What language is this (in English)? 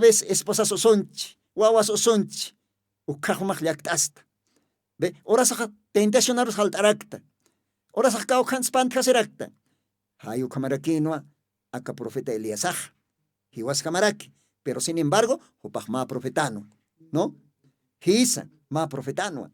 Aymara